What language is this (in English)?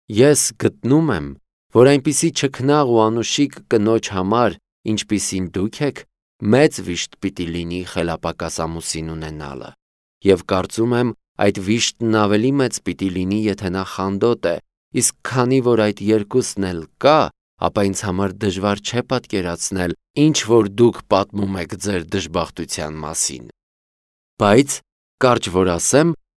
Armenian